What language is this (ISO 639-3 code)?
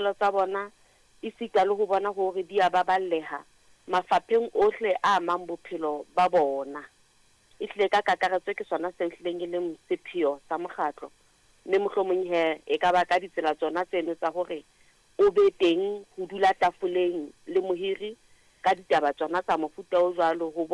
sot